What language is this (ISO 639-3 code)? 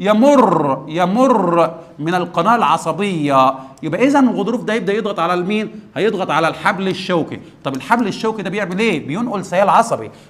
arz